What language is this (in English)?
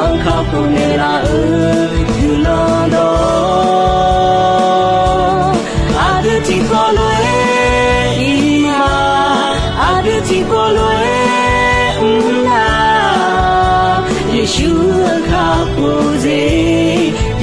Akha